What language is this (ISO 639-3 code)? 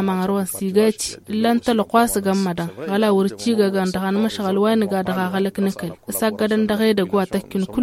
taq